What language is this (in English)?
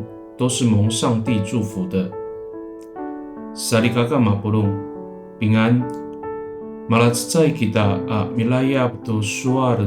Amis